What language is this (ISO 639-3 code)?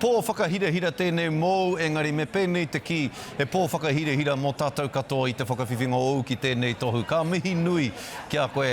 mri